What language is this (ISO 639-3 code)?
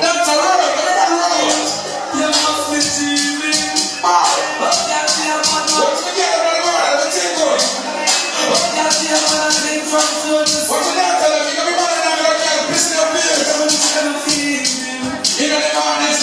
jam